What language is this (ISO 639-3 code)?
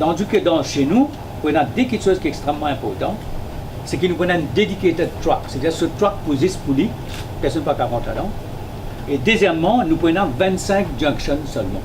mfe